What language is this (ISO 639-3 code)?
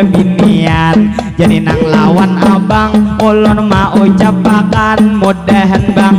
bjn